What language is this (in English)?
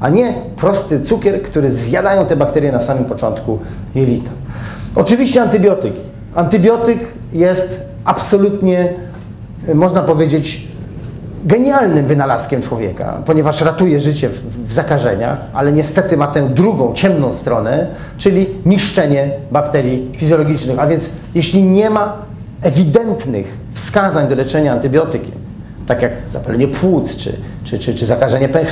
Polish